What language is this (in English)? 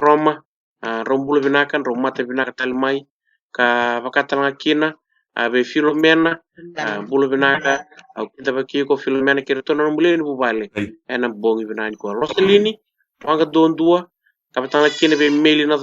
Fijian